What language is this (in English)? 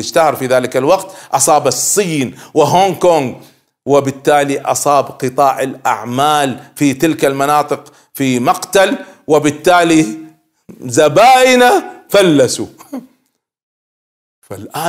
Arabic